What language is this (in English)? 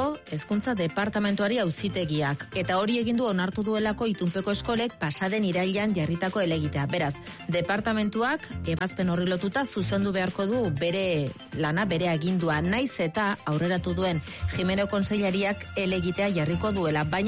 Basque